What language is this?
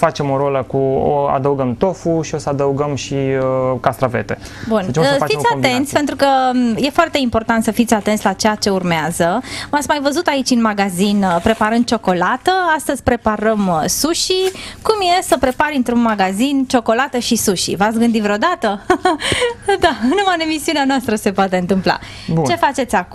Romanian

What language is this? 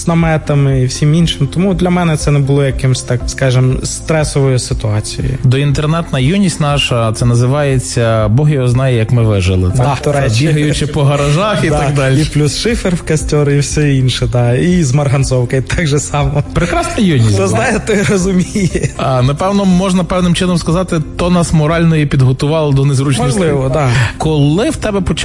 Ukrainian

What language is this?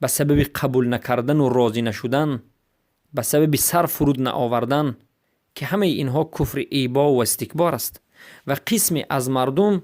Persian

